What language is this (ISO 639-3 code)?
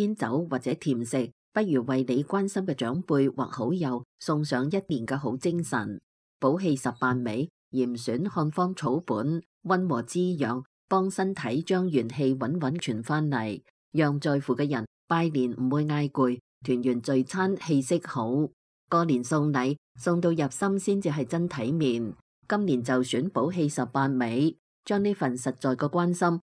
yue